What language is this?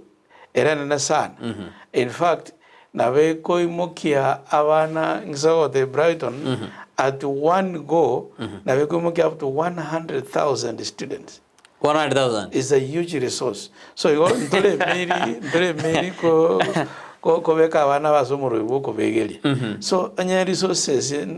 Gusii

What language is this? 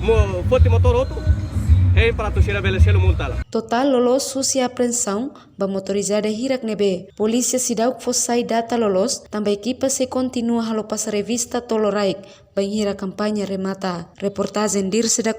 Tetum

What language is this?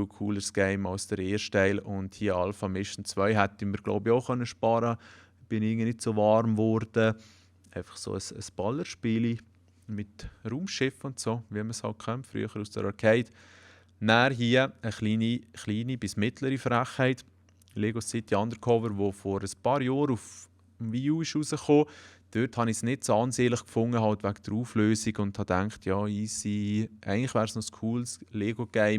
Swiss German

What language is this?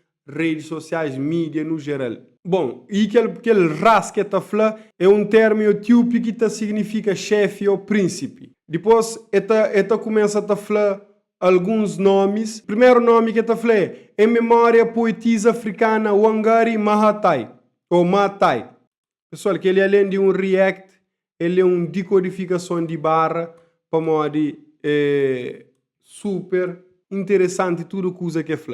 Kabuverdianu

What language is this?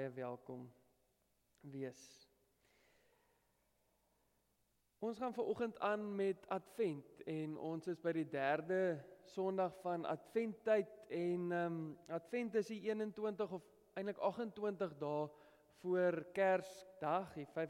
Afrikaans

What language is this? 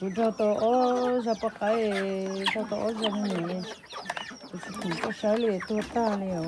Hmong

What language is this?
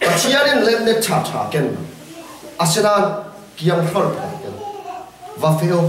Falam Chin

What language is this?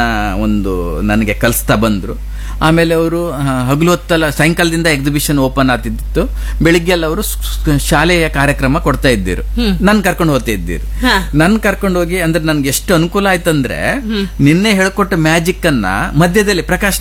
Kannada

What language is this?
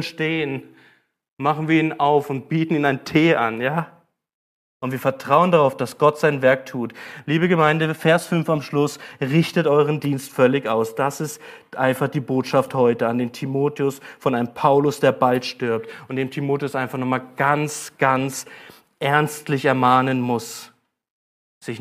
German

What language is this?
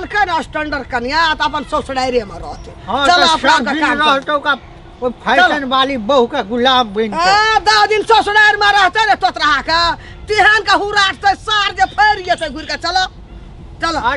Maithili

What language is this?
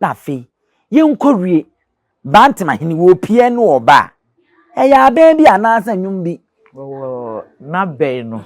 Akan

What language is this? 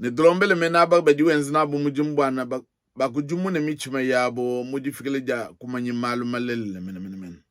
Luba-Lulua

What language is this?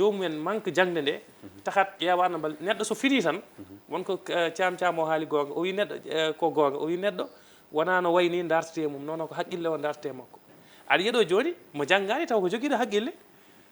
Fula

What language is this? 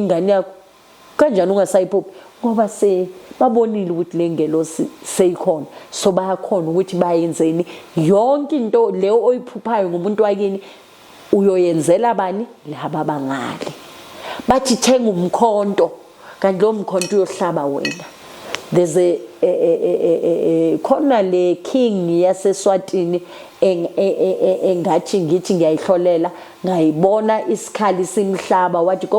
Zulu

